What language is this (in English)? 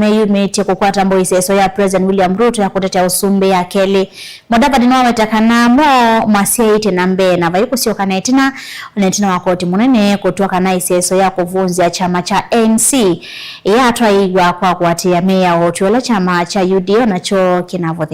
Kamba